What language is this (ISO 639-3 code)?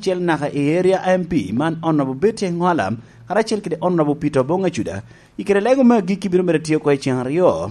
laj